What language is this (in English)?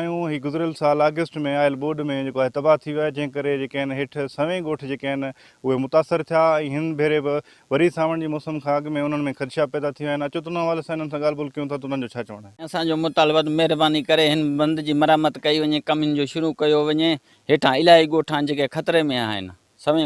Sindhi